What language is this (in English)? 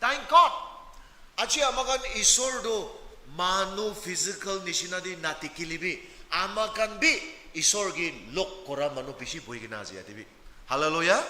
Naga Pidgin